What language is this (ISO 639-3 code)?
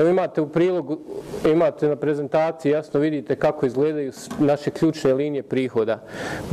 bos